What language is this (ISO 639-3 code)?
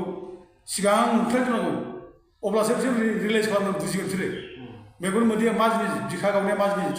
brx